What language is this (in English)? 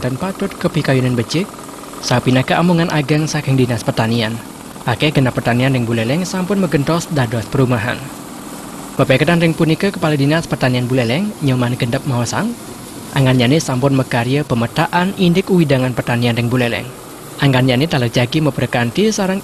Balinese